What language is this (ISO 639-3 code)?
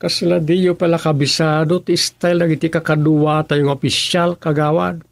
ilo